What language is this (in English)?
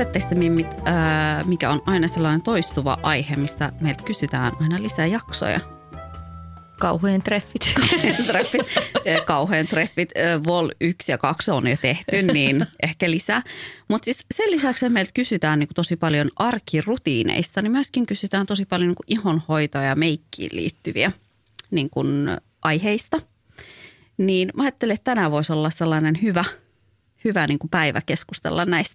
Finnish